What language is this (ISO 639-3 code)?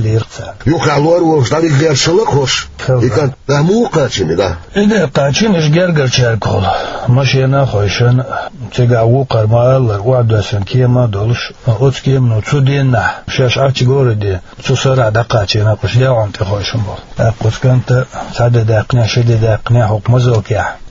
che